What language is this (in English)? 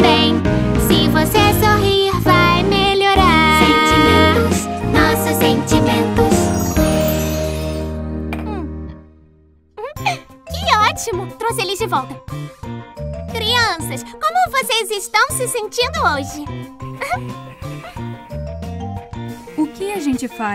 Portuguese